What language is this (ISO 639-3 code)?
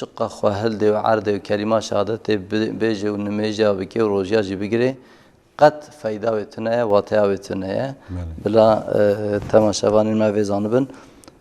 kur